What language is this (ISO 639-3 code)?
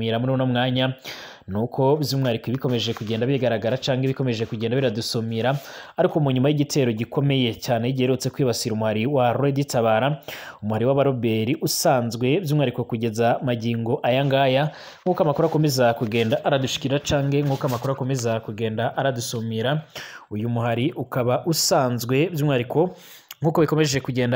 run